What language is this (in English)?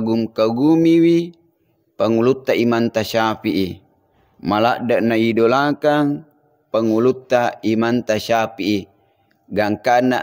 Buginese